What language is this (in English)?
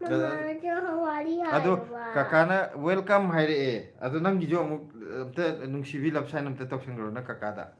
Manipuri